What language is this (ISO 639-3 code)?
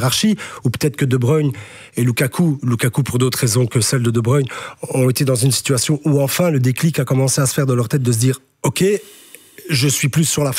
fra